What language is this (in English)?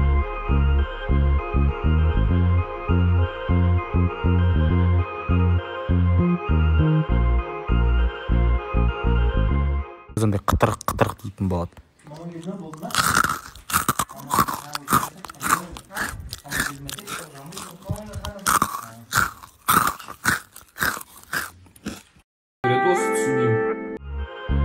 Kazakh